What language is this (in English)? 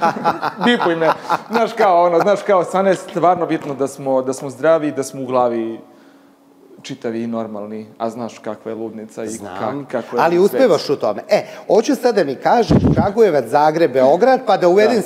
Serbian